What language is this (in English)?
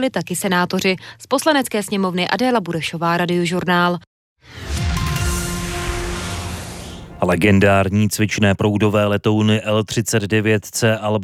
Czech